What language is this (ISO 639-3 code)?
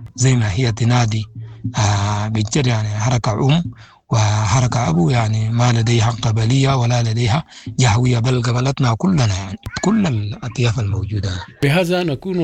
apd